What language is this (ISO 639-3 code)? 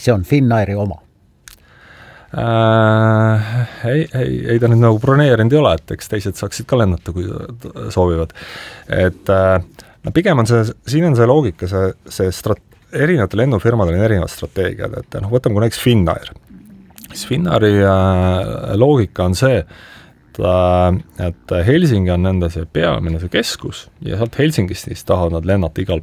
est